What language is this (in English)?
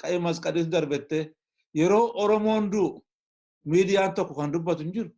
Oromo